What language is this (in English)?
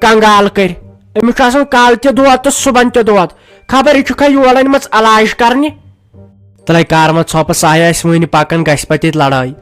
Kashmiri